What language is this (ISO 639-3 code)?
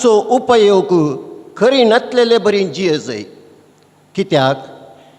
kok